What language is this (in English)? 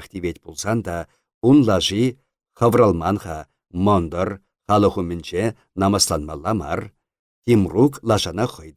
Chuvash